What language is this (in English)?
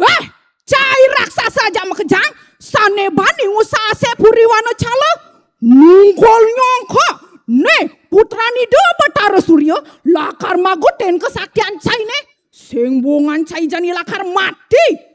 Balinese